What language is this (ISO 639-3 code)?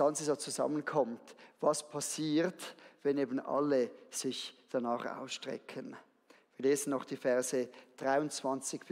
gsw